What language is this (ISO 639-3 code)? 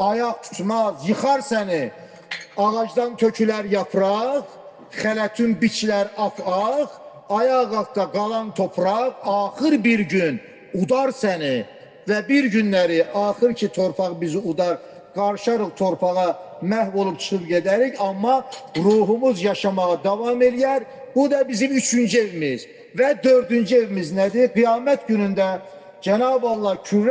aze